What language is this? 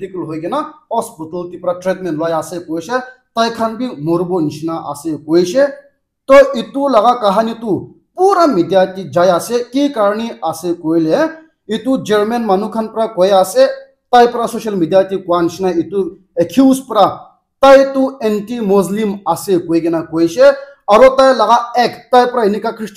Naga Pidgin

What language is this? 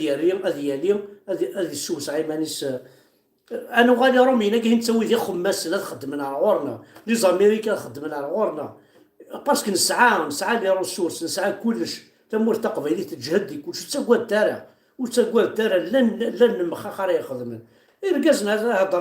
Kabyle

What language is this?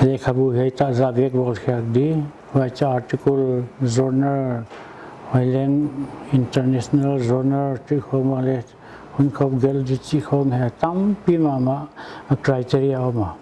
Paite Chin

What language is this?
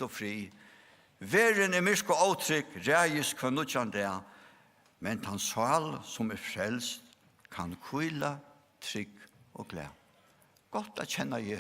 Faroese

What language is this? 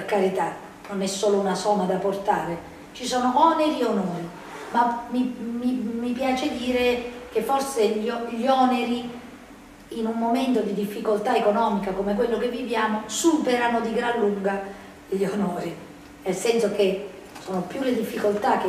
Italian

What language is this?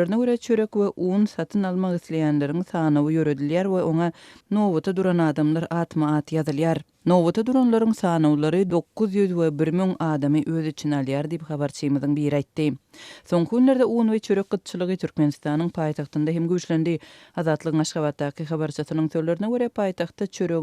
Turkmen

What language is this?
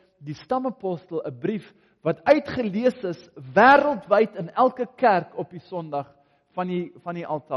Afrikaans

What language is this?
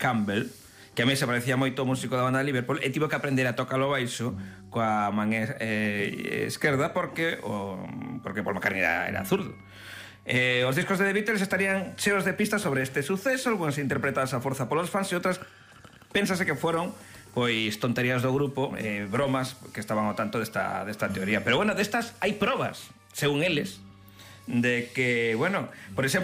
Galician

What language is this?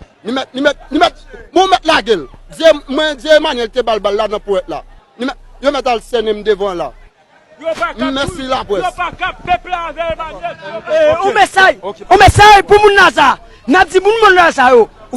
Haitian Creole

